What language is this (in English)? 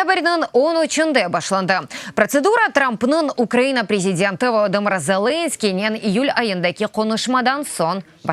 Crimean Tatar